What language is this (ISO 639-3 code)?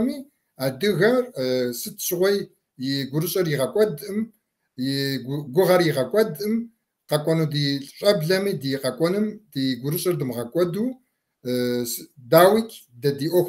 kbd